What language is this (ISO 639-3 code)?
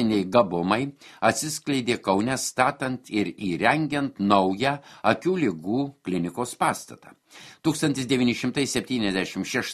lit